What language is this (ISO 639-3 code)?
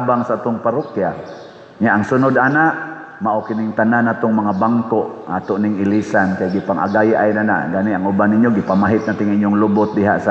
ceb